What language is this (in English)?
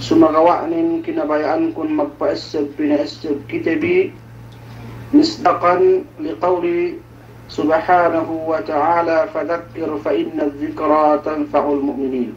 Yakan